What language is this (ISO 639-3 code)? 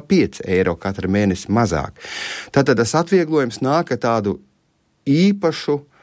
lav